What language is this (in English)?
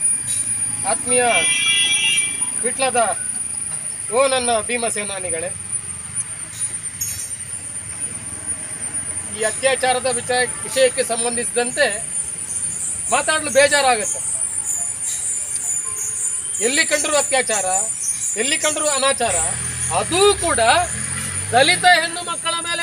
Kannada